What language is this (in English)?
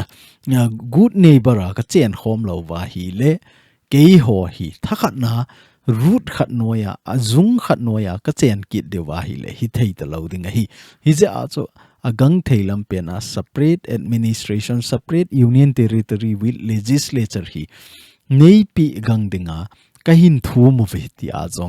Thado Chin